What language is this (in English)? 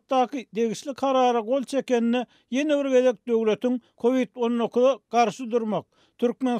Turkmen